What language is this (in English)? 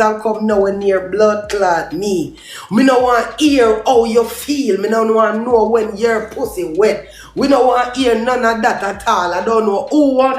Jamaican Creole English